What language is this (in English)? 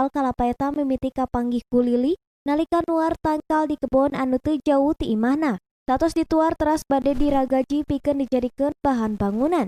Sundanese